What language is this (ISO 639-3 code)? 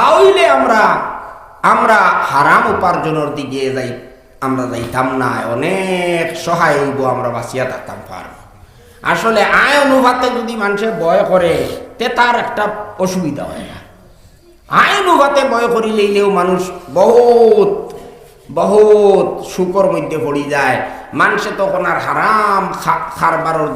syl